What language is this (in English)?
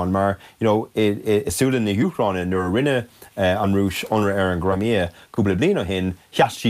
Irish